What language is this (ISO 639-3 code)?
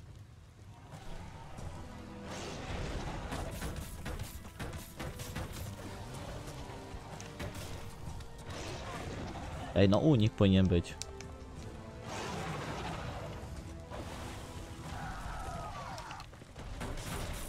pol